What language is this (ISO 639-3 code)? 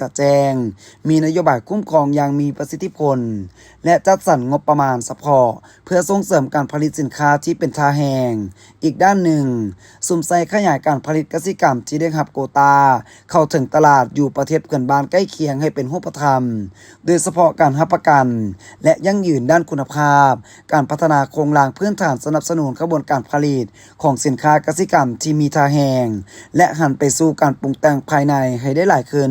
lao